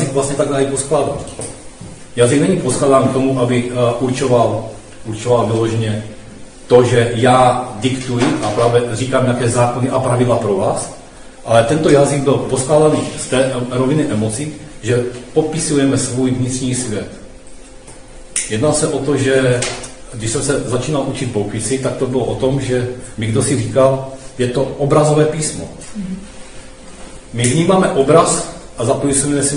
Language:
Czech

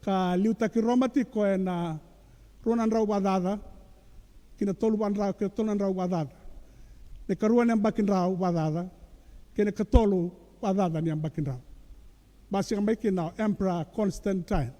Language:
Fijian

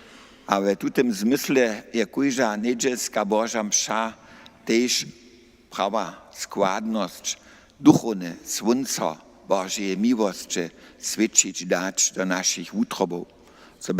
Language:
Upper Sorbian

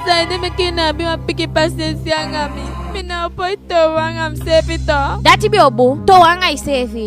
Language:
Eastern Maroon Creole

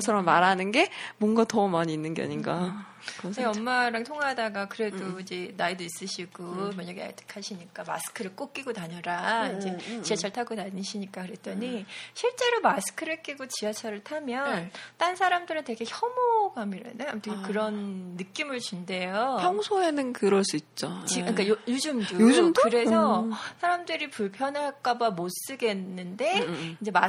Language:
Korean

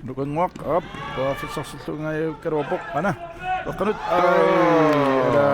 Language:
Kalaallisut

